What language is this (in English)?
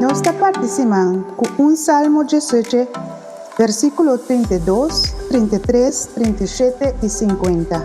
Papiamento